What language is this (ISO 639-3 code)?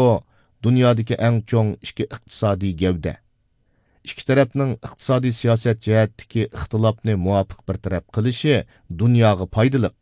uig